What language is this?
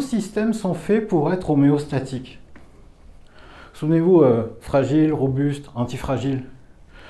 French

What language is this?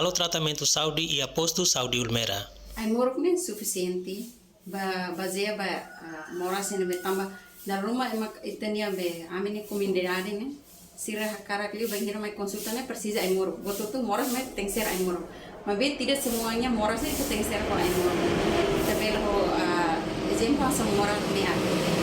Tetum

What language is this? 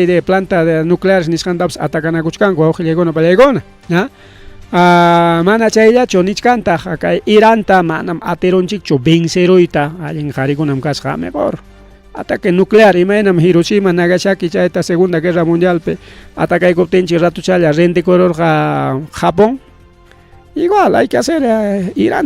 Ayacucho Quechua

